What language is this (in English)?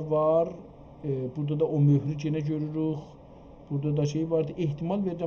South Azerbaijani